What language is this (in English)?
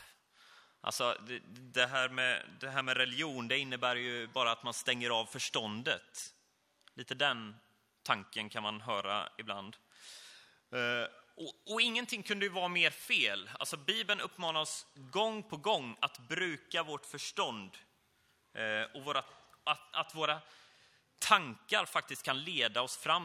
Swedish